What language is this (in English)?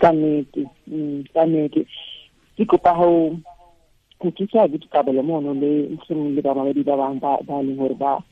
Tswana